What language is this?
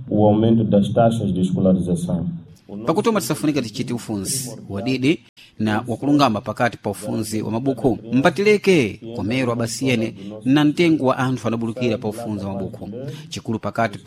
Sena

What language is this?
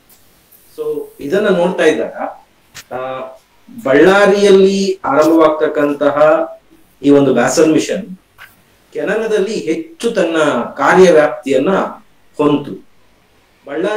Kannada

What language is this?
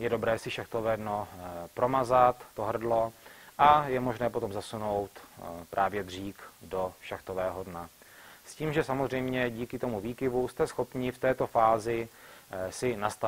Czech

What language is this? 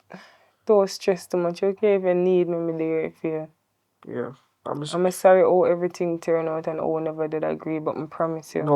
Jamaican Creole English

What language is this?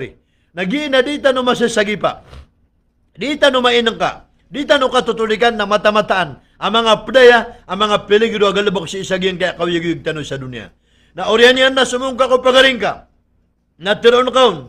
Maranao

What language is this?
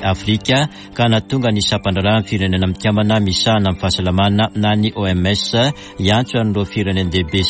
Malagasy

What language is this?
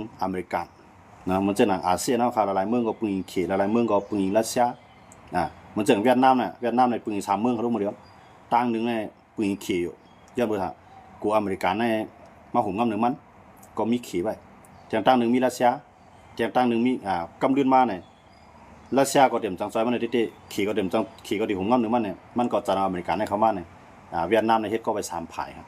Shan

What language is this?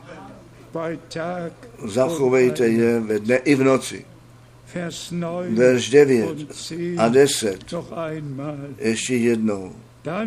Czech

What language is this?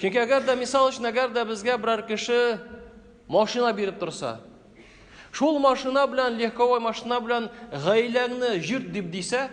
Tatar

